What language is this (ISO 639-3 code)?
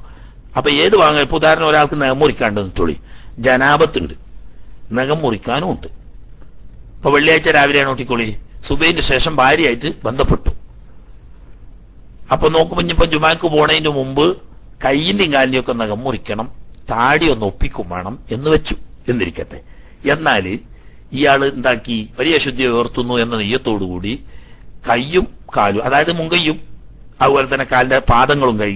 mal